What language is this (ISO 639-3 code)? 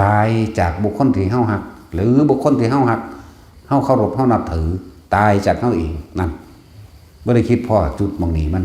tts